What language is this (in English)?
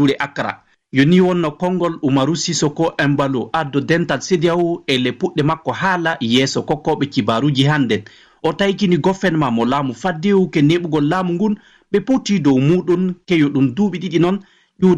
Fula